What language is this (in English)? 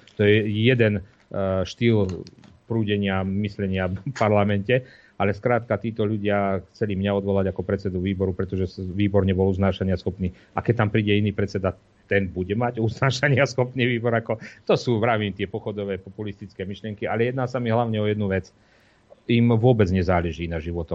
Slovak